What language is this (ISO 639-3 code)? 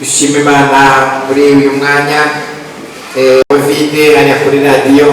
kin